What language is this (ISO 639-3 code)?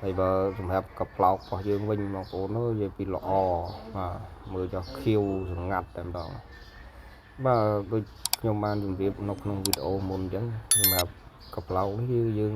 khm